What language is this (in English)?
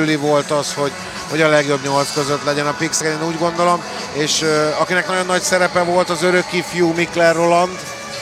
Hungarian